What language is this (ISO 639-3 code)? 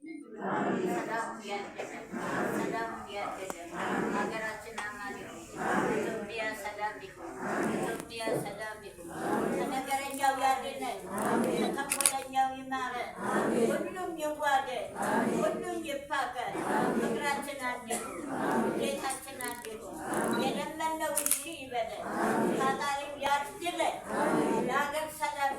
amh